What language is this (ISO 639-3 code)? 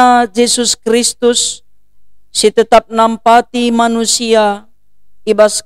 btx